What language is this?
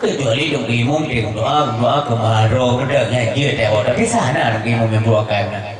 Achinese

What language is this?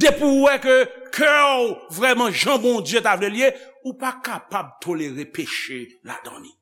Haitian Creole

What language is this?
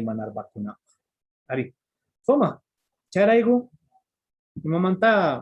Quechua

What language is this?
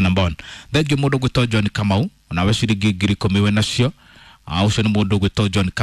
Kikuyu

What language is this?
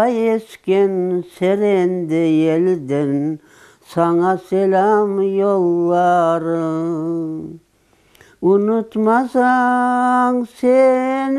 Crimean Tatar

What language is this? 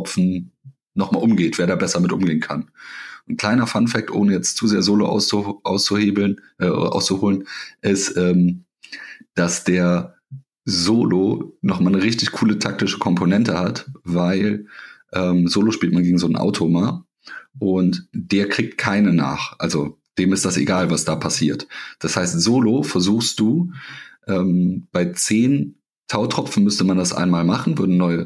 German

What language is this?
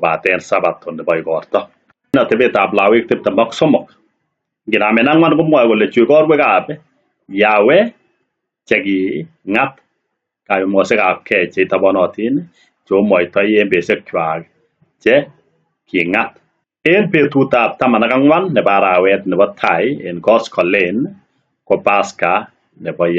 Kalenjin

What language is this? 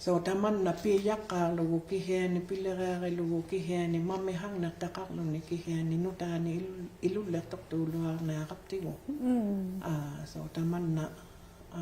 Inuktitut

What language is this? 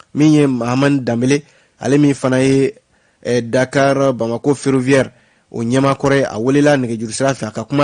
Bambara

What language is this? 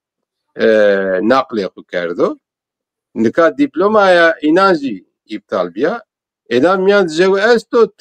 Zaza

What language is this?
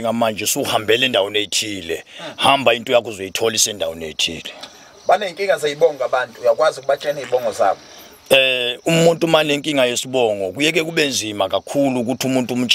Zulu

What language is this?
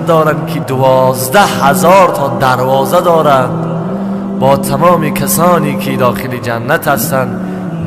Tajik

